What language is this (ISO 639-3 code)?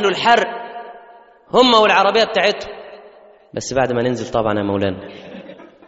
arz